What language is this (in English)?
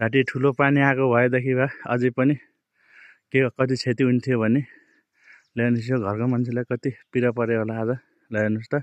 Nepali